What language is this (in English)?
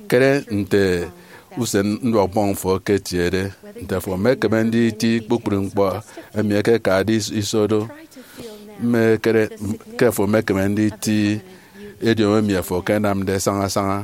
Efik